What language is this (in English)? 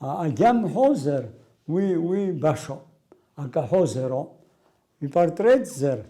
Abkhazian